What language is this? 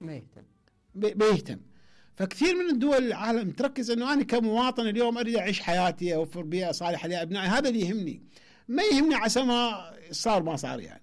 Mesopotamian Arabic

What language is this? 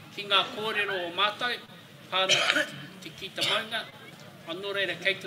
Māori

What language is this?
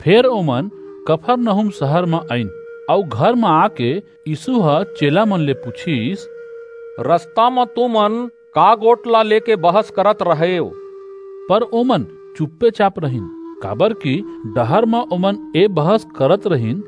Chhattisgarhi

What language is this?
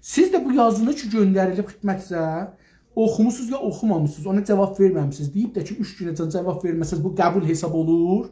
South Azerbaijani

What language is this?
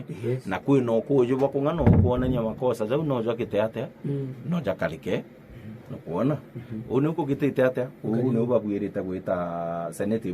Meru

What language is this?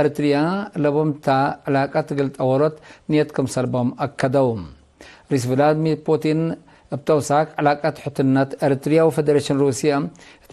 Tigre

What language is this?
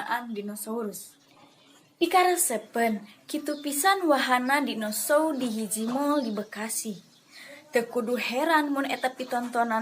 Sundanese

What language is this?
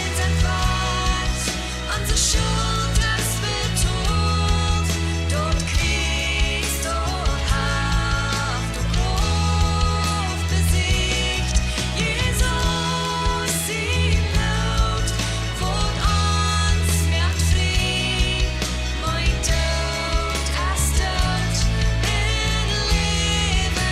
Plautdietsch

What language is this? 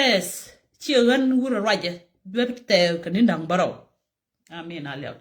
Nuer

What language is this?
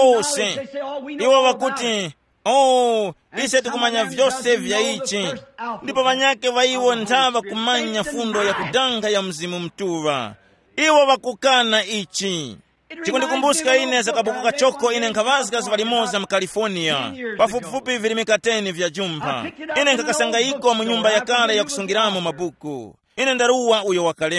Tumbuka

